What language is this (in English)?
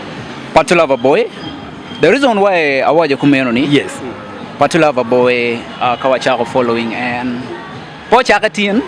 Acoli